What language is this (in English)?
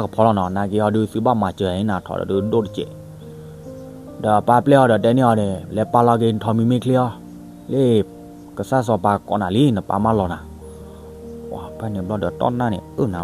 S'gaw Karen